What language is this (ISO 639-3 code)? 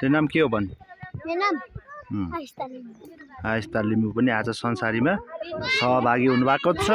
nep